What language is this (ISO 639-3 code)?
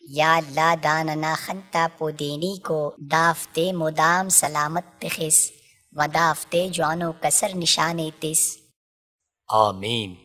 brh